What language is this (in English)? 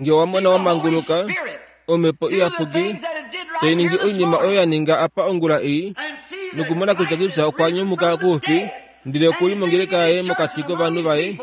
Kuanyama